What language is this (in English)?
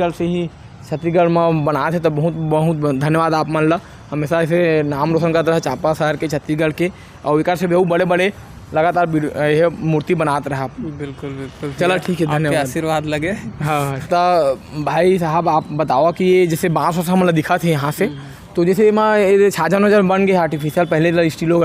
Chhattisgarhi